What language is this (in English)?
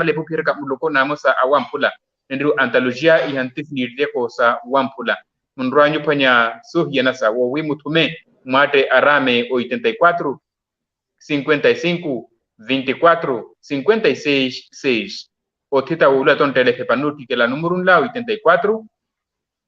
Makhuwa